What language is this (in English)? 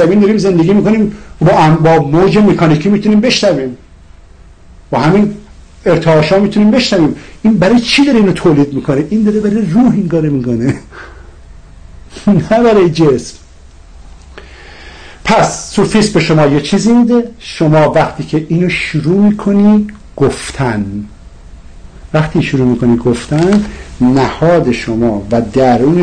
Persian